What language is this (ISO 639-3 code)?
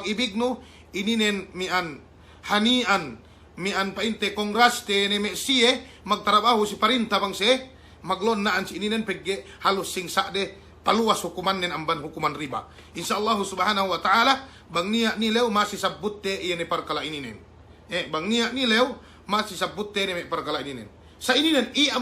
yka